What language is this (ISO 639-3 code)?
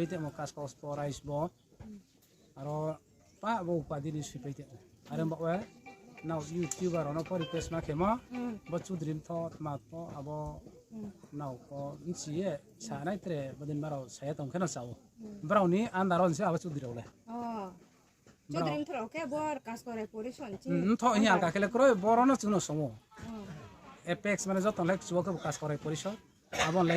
ria